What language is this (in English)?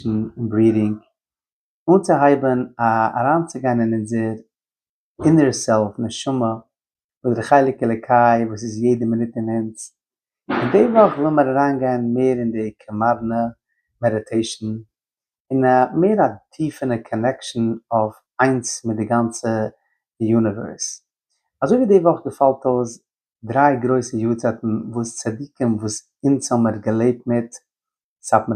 Yiddish